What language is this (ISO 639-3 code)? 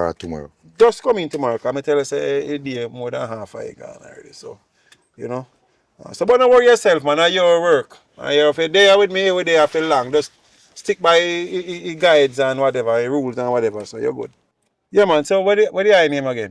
jam